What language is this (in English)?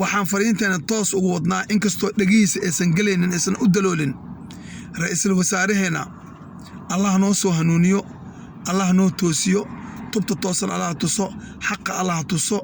Somali